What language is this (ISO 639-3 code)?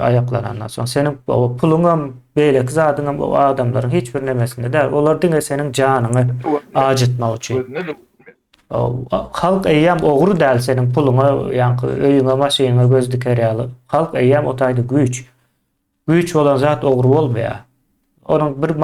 tuk